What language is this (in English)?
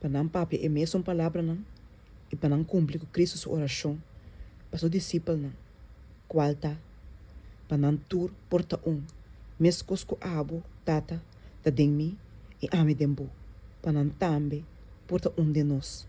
Papiamento